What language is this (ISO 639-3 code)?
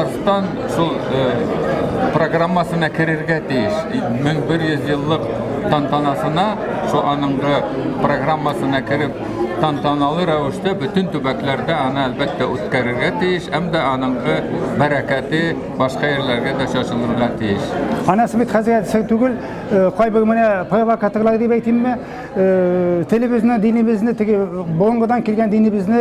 tat